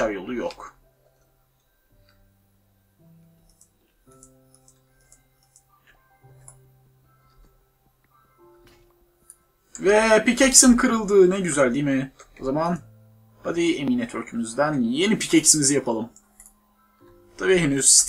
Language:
Turkish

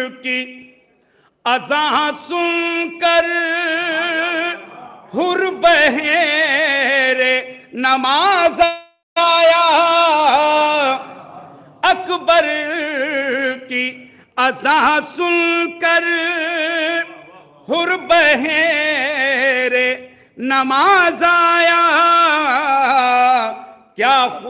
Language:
Urdu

